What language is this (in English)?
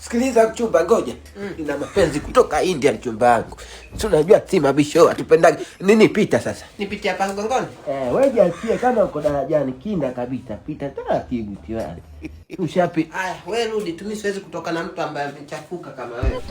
Swahili